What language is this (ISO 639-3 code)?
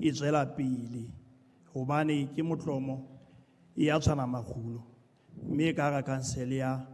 sot